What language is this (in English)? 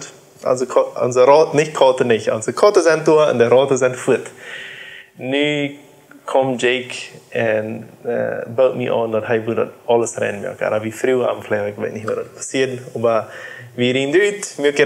Plautdietsch